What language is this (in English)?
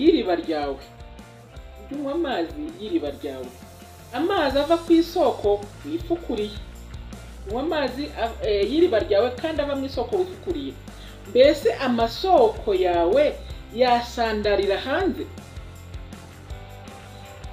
Kinyarwanda